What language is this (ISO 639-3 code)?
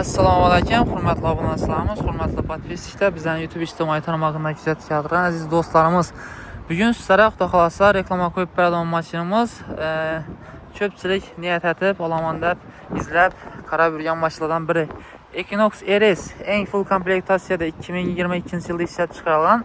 uzb